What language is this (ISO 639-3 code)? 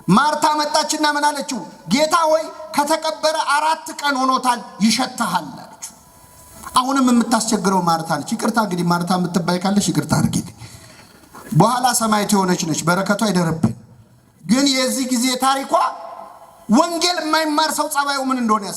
amh